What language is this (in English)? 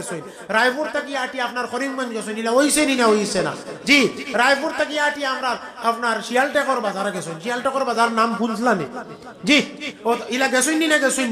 Sylheti